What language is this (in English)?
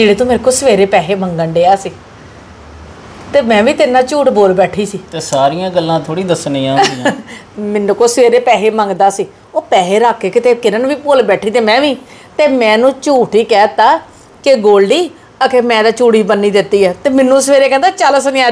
Punjabi